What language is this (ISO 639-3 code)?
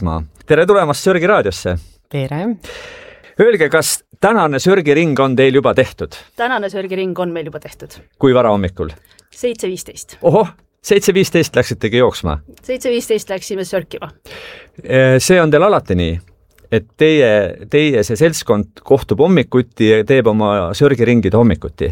est